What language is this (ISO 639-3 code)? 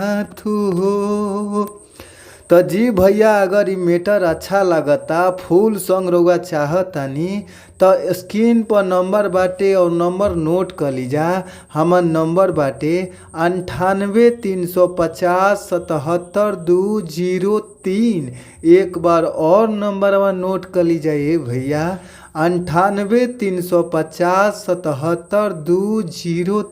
bho